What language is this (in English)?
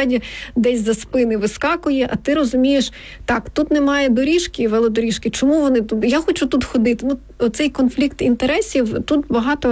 Ukrainian